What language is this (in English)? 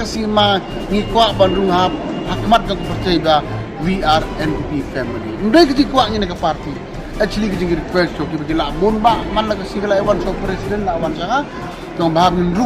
Khasi